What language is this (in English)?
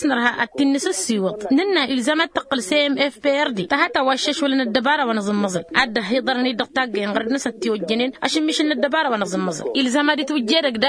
Tamasheq